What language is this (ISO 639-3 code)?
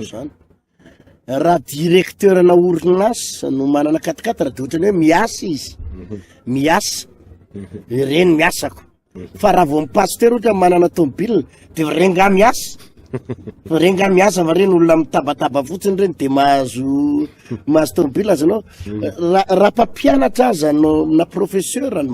mlg